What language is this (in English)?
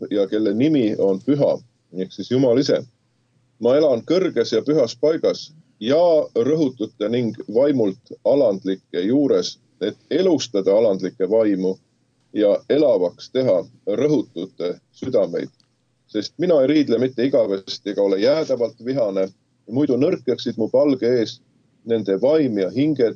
Estonian